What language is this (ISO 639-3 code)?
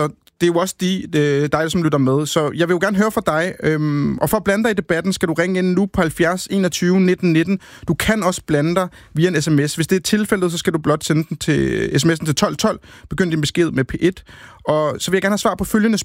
dan